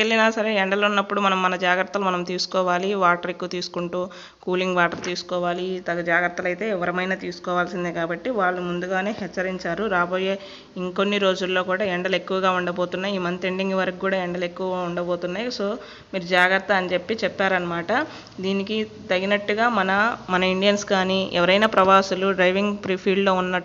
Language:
Telugu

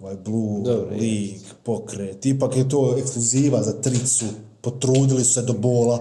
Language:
Bosnian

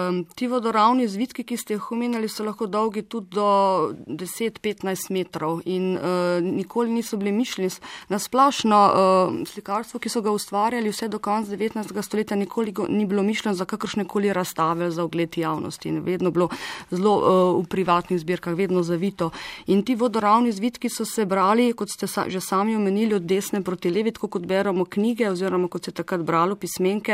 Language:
Slovenian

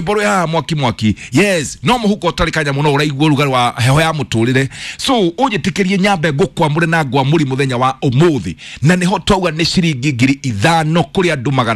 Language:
Kikuyu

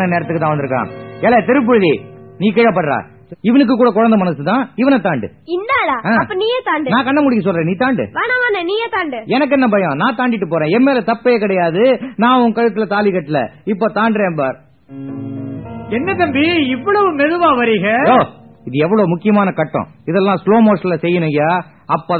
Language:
Tamil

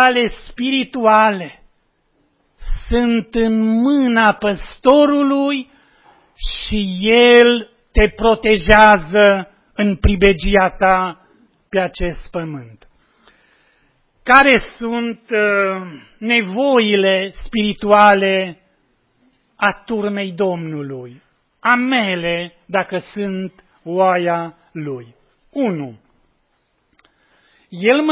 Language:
Romanian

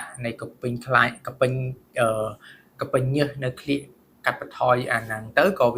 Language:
Khmer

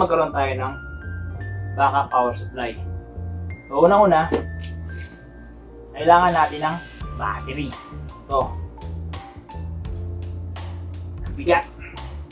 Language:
Filipino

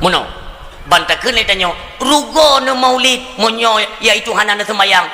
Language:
Achinese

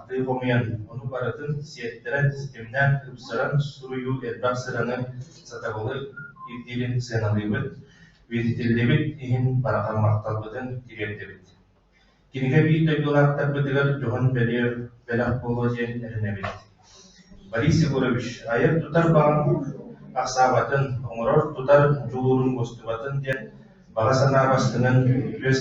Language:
Yakut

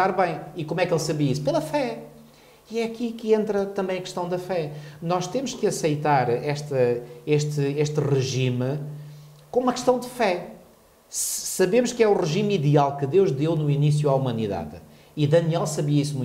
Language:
Portuguese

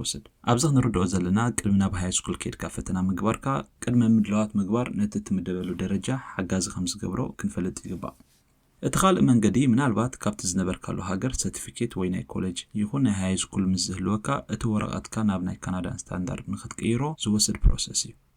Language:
Tigrinya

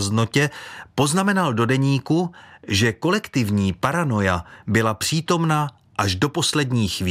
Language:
Czech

